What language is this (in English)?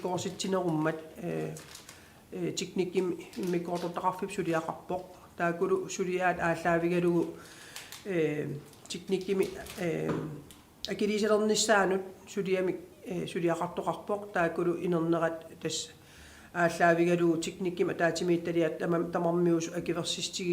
Kalaallisut